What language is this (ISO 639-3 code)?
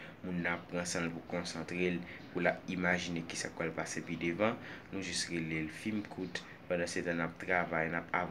hat